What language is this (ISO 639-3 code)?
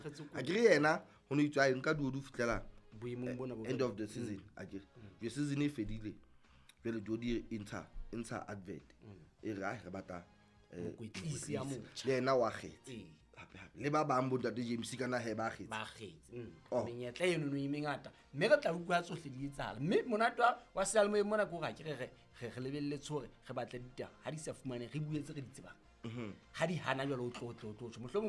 sot